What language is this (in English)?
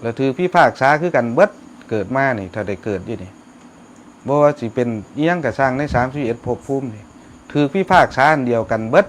Northeastern Thai